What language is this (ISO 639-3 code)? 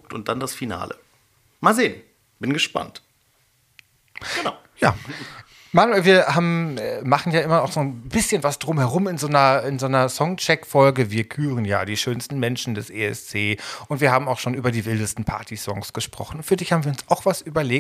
deu